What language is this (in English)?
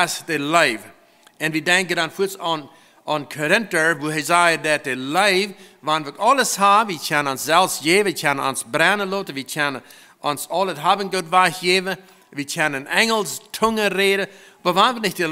Plautdietsch